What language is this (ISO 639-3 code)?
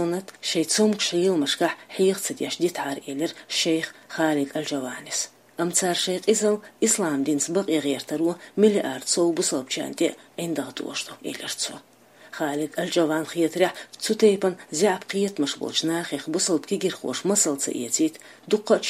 che